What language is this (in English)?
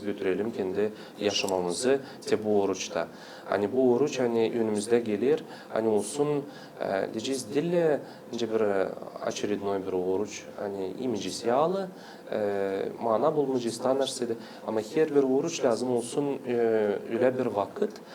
Gagauz